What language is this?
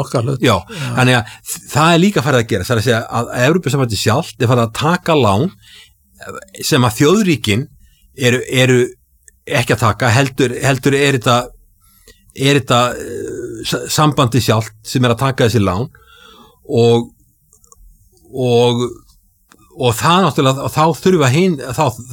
Icelandic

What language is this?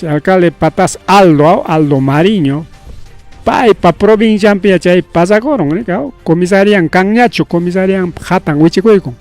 Ayacucho Quechua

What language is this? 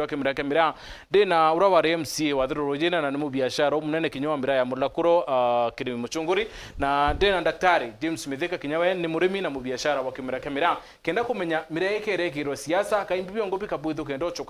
Meru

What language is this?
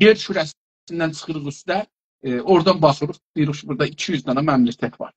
South Azerbaijani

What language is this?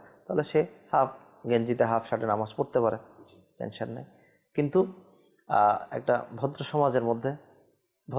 Bangla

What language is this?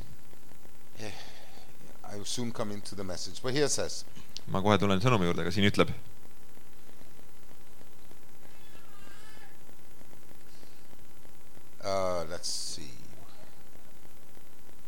Estonian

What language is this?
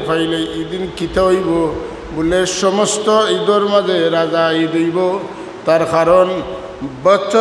Sylheti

